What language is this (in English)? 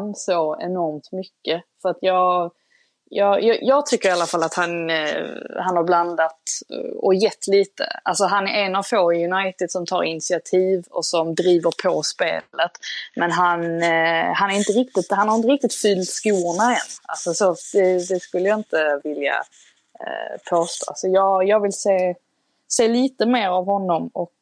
Swedish